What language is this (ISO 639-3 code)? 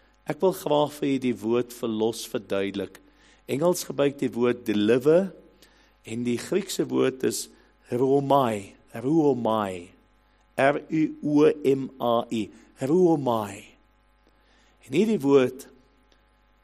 afr